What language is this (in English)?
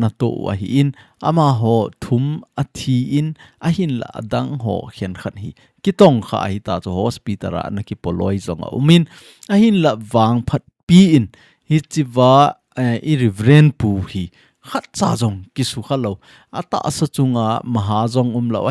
Thado Chin